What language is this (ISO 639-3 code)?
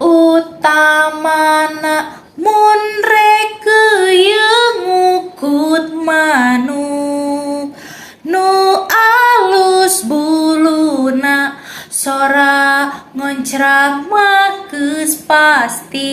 sun